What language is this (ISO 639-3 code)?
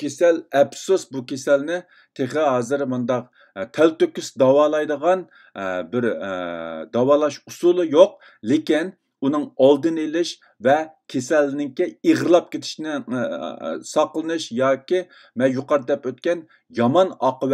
uig